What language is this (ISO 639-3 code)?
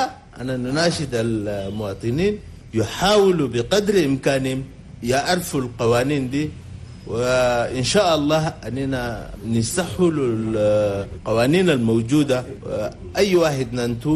shu